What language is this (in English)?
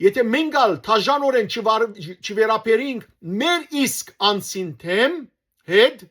Western Armenian